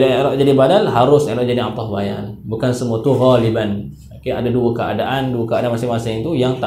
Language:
Malay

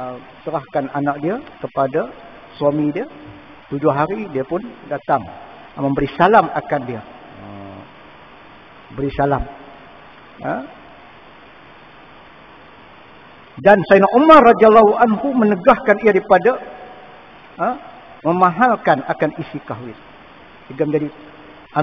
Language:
Malay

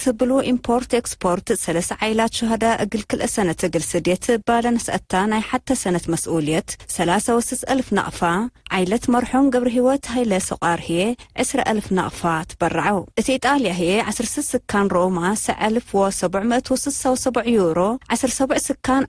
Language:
Tigre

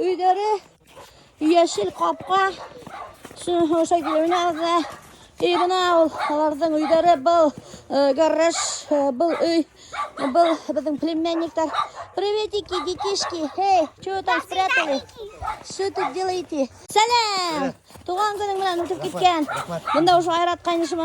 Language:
Bashkir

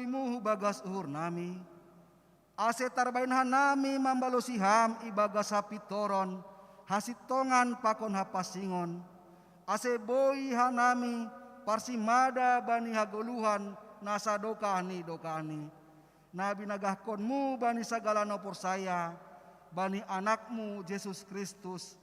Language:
Batak Simalungun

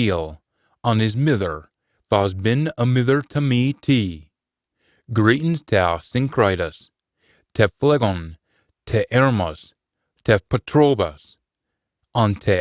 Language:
Scots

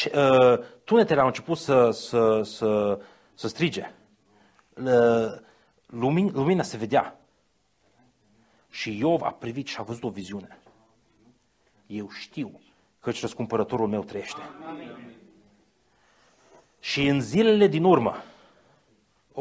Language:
Romanian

